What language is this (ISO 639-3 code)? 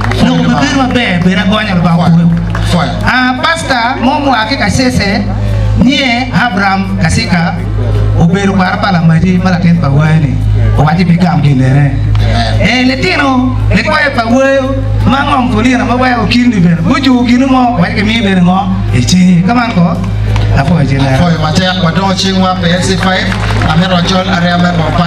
ach